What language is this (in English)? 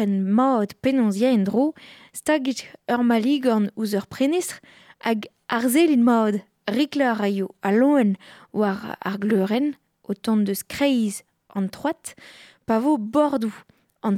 Breton